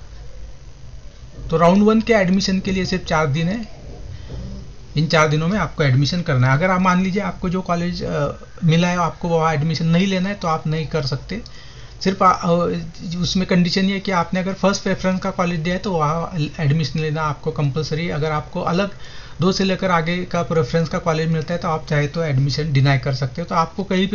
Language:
Hindi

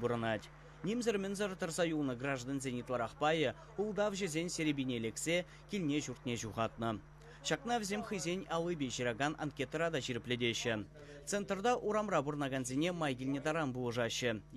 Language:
Chuvash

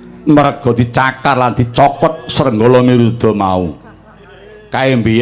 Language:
Javanese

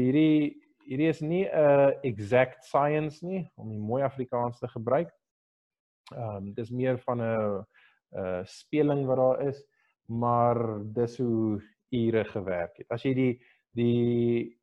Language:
Afrikaans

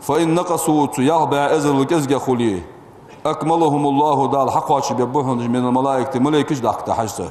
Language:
Ingush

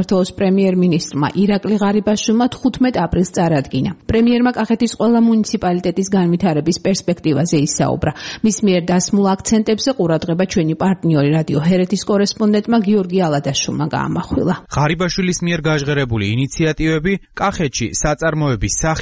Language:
Georgian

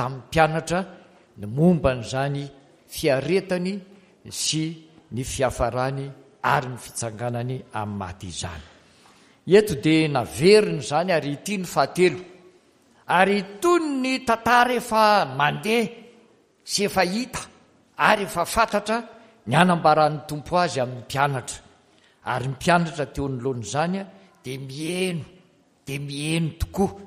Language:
Malagasy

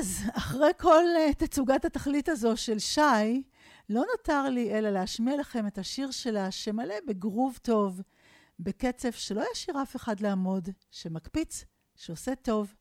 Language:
Hebrew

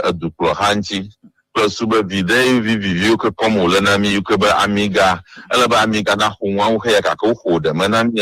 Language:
Ewe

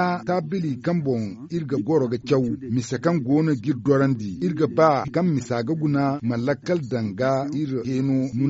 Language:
Zarma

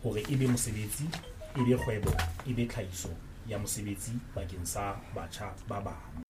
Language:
Southern Sotho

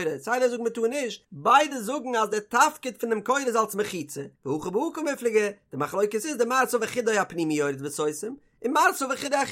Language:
Yiddish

